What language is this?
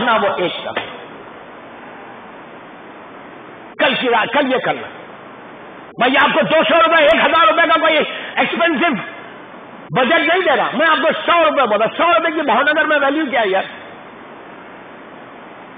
Urdu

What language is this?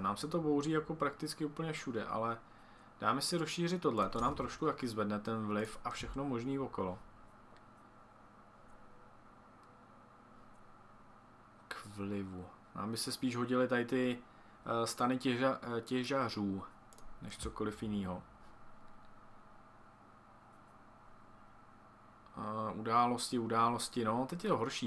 Czech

